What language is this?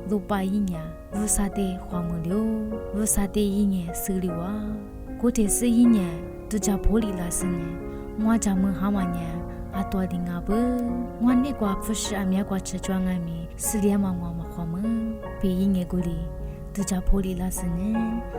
Lisu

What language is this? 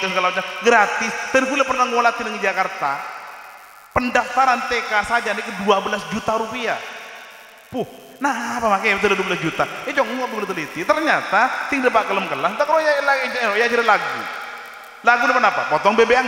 Madurese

